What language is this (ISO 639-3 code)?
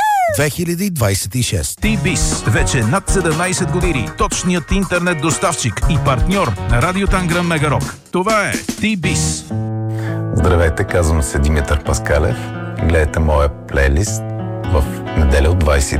bul